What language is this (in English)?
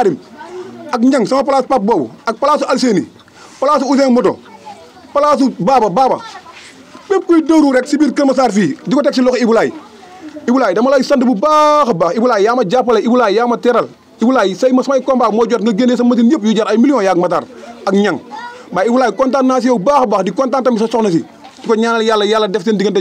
Wolof